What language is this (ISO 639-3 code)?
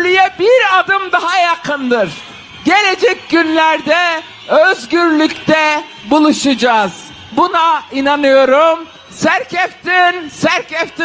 kur